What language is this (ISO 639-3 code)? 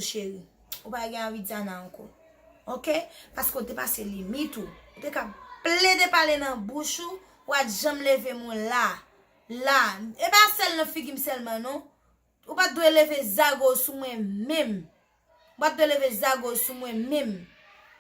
hat